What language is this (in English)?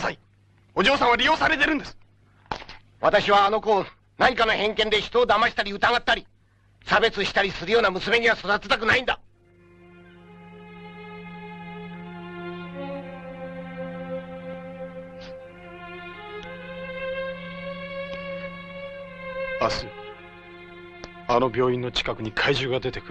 Japanese